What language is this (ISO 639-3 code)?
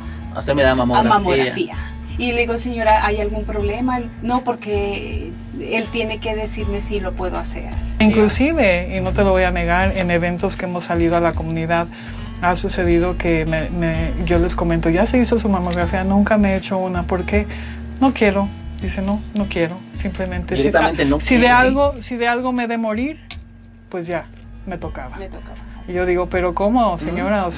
spa